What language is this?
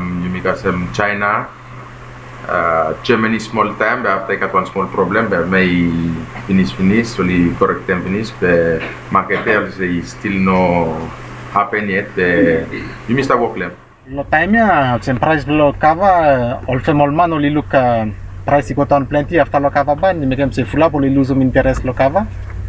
Bislama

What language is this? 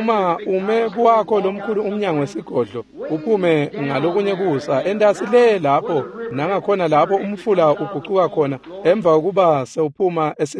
Swati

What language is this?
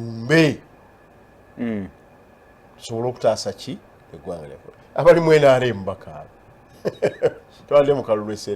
Ganda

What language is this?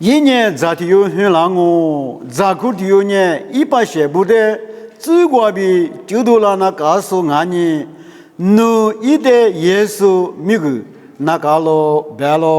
Lisu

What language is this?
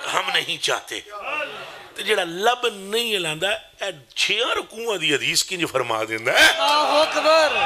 Urdu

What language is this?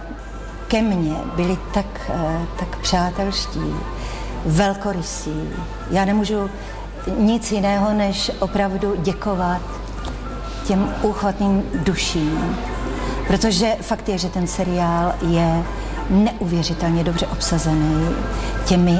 Czech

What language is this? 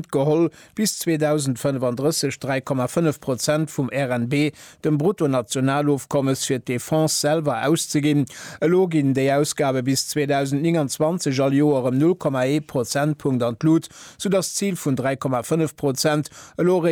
Luxembourgish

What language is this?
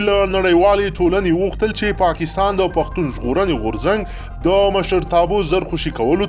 Pashto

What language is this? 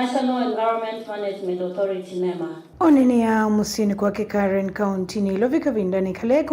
Kamba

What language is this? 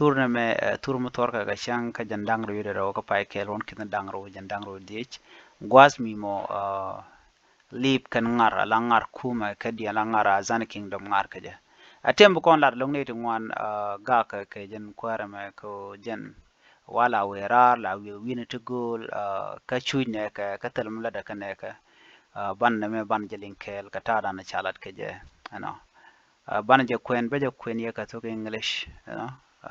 Nuer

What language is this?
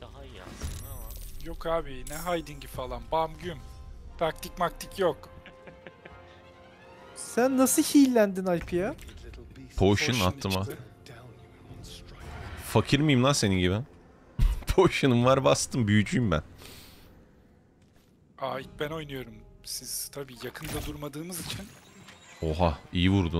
Turkish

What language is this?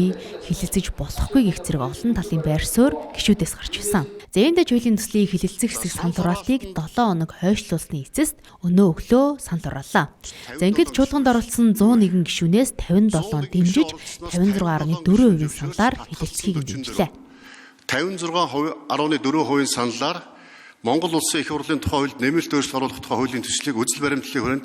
Mongolian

